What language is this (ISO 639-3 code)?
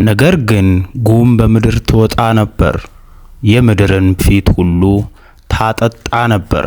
amh